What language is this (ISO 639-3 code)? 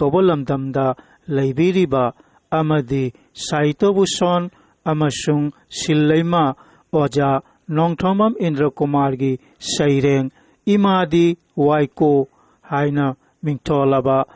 mni